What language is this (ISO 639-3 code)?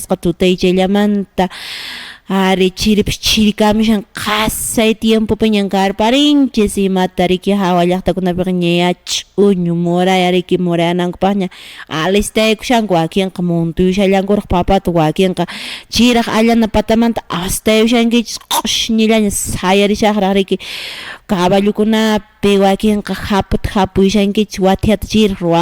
que